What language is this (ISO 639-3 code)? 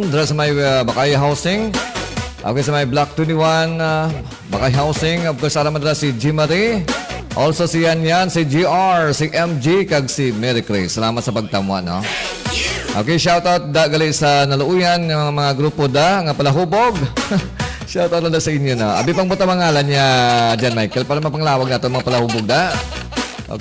hil